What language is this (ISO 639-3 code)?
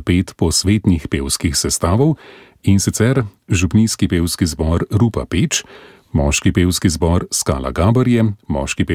slv